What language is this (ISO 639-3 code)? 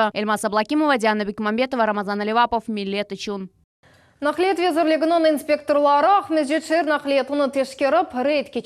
crh